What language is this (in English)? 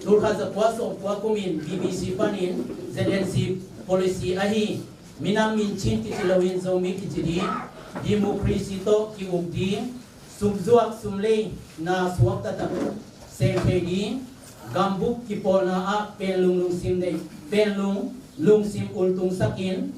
Tedim Chin